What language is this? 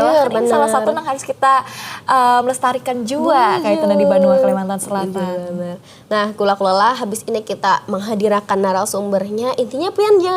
Banjar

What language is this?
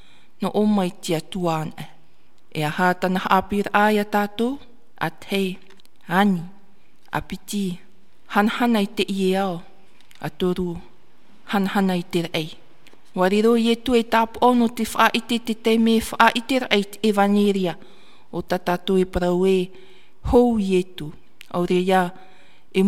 Tahitian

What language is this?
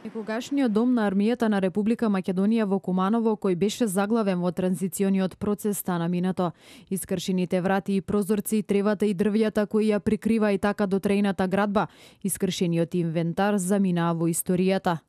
Macedonian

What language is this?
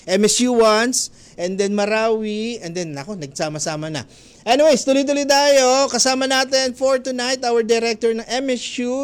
Filipino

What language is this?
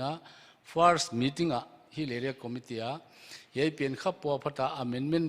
Paite Chin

